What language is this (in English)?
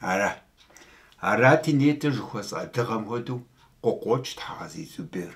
Kabardian